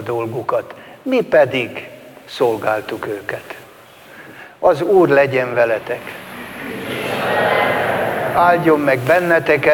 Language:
Hungarian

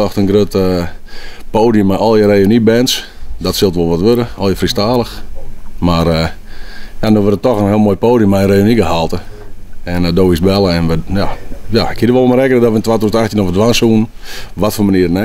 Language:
Western Frisian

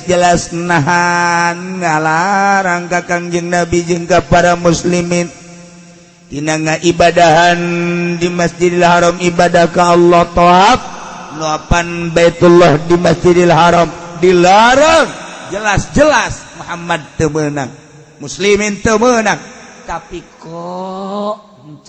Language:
Sundanese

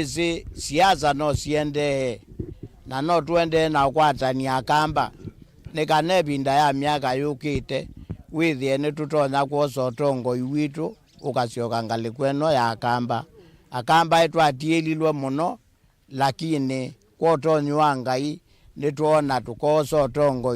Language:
Kamba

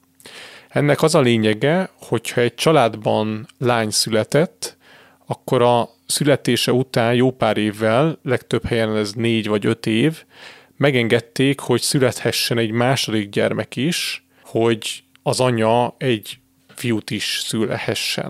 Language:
Hungarian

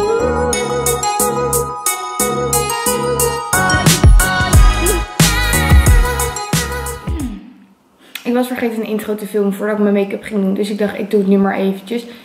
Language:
Dutch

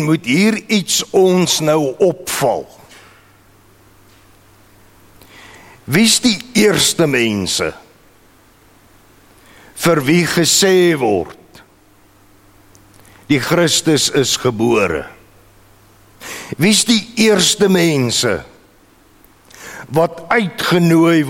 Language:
Afrikaans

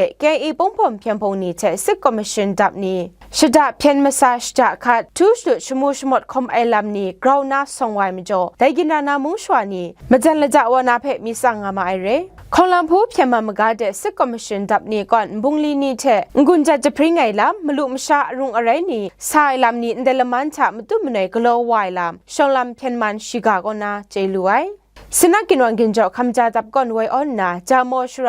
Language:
Kachin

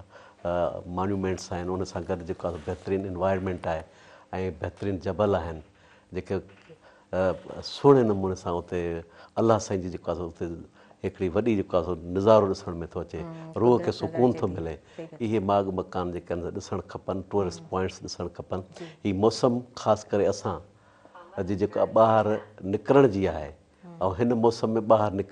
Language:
Sindhi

